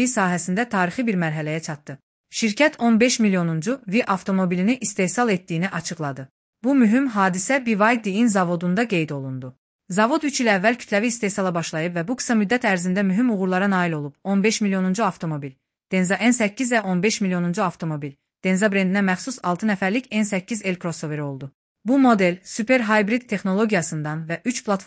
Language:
Azerbaijani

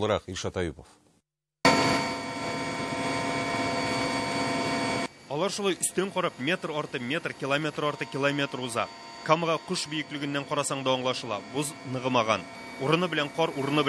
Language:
Tatar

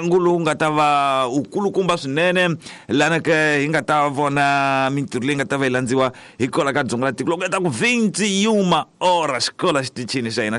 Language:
Tsonga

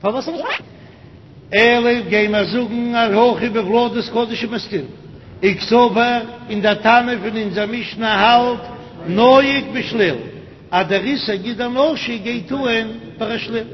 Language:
Yiddish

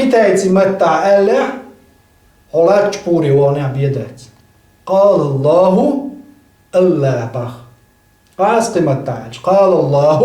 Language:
Chechen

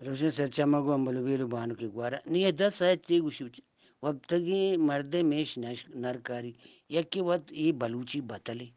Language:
Eastern Balochi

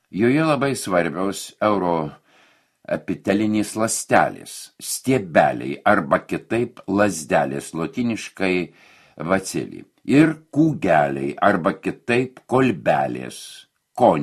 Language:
Lithuanian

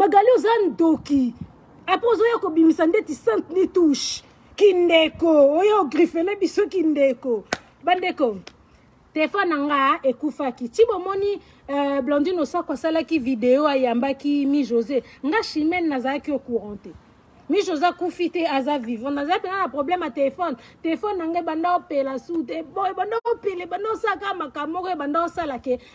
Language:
Lingala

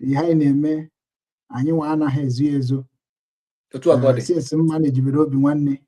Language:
Igbo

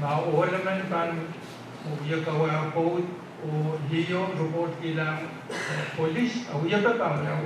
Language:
Pohnpeian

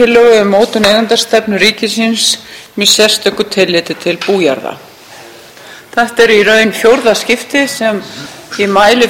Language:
Icelandic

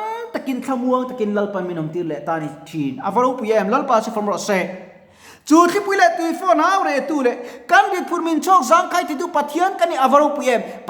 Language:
Mizo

